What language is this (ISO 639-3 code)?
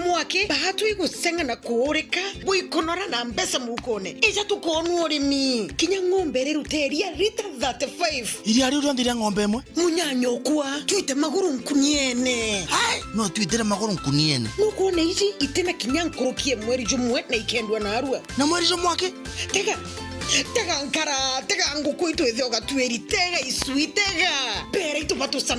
mer